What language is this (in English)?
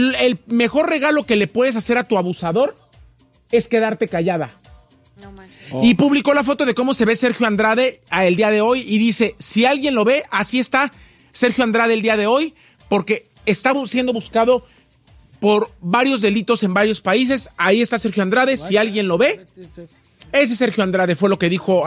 Spanish